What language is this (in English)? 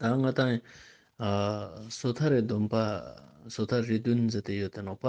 Ladakhi